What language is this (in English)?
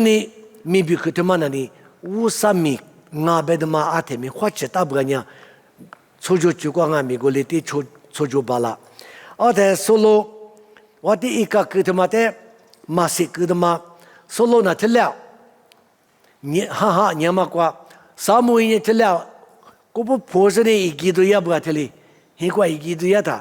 Lisu